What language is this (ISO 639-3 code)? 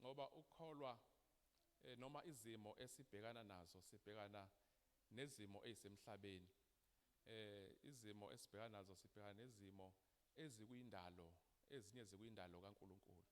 zul